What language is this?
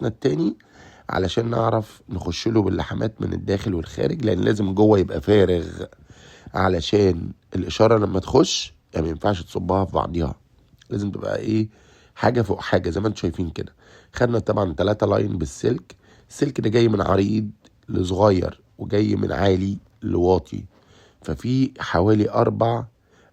Egyptian Arabic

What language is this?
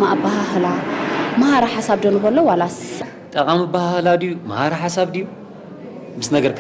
Tigrinya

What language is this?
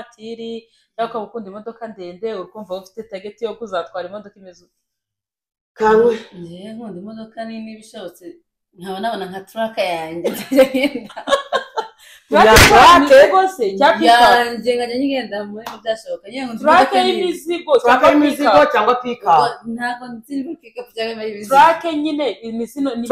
Kinyarwanda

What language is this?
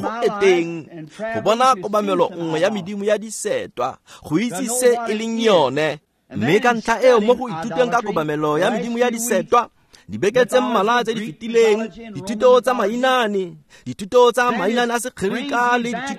Tswana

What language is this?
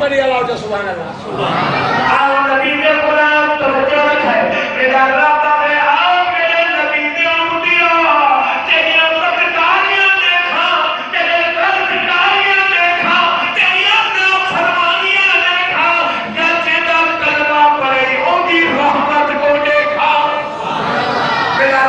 Saraiki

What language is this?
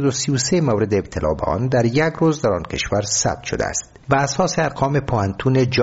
Persian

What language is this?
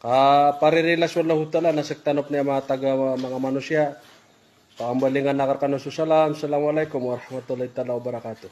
Maranao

